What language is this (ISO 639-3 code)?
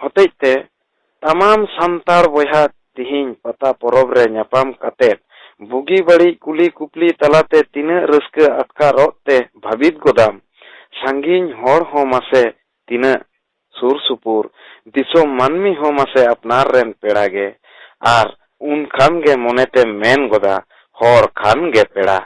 sat